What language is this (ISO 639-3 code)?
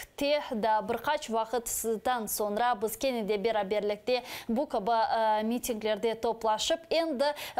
crh